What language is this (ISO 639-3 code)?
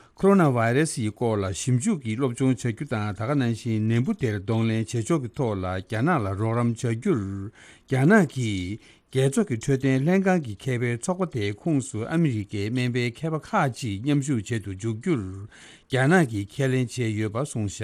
bod